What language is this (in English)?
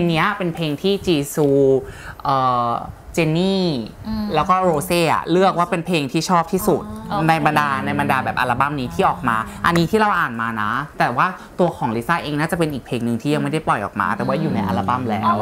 Thai